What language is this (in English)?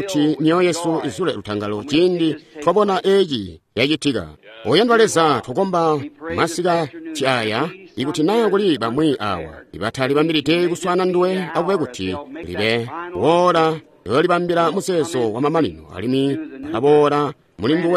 Tonga (Zambia)